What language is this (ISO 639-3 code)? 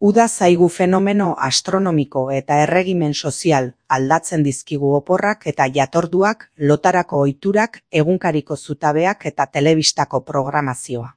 eus